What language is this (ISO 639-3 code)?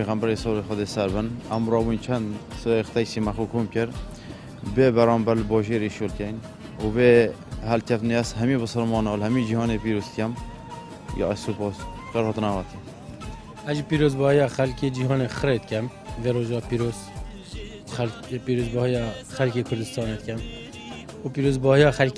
kur